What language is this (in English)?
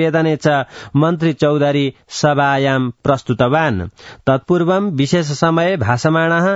Sanskrit